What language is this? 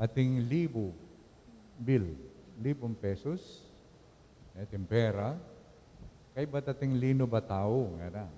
Pampanga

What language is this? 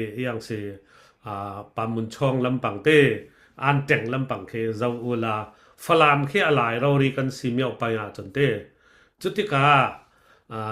Falam Chin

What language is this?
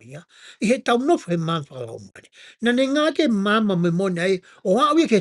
Tongan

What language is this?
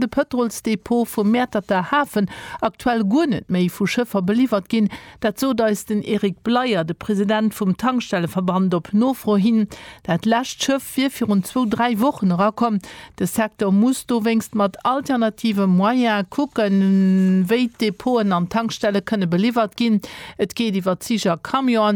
Luxembourgish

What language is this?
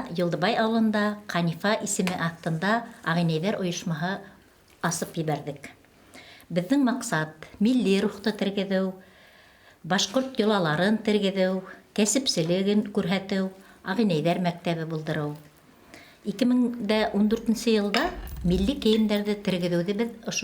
Bashkir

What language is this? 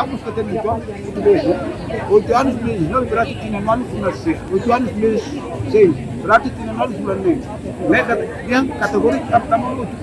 Tetum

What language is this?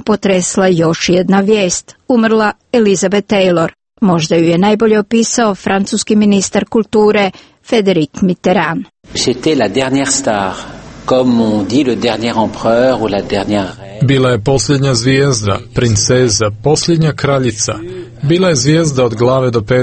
Croatian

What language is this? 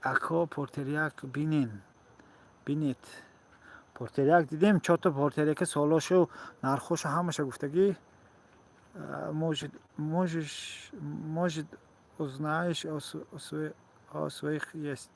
Tajik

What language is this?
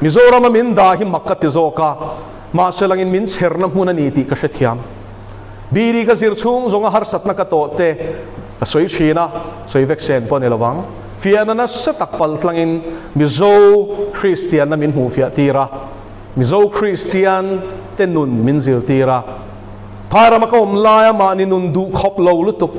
Mizo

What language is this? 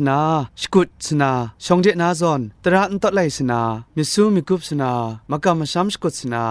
Kachin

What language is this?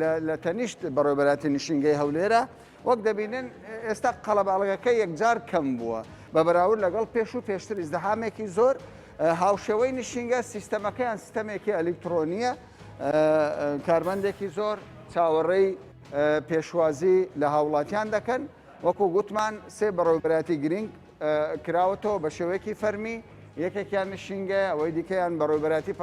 Central Kurdish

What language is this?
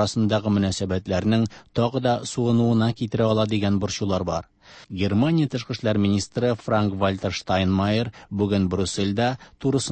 Tatar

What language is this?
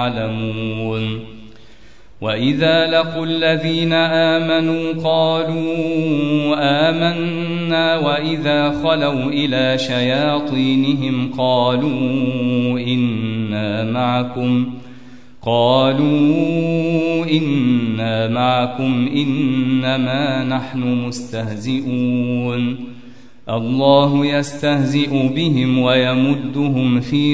Arabic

